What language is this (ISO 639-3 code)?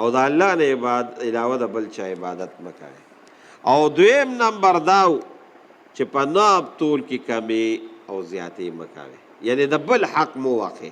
pus